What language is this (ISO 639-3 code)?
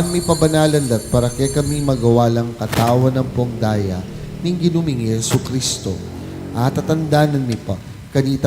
pam